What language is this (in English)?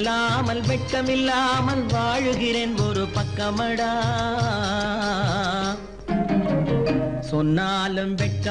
Tamil